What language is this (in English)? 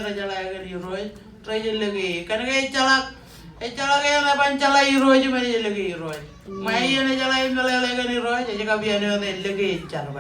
Marshallese